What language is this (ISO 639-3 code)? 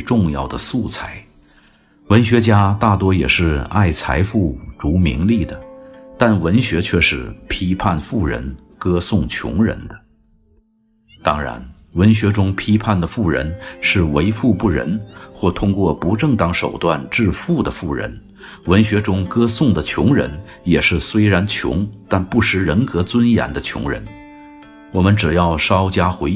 zho